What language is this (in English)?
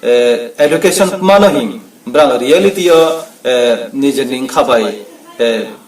Riang (India)